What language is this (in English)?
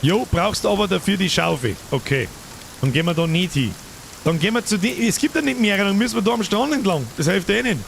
Bavarian